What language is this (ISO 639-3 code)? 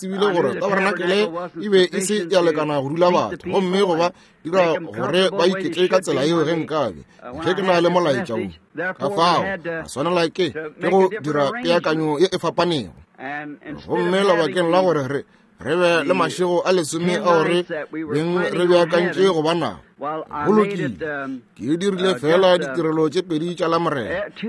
nso